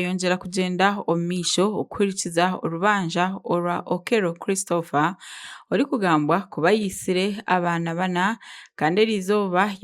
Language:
Nyankole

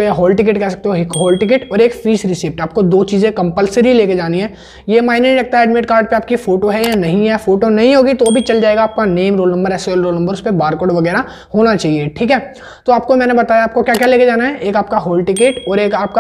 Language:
Hindi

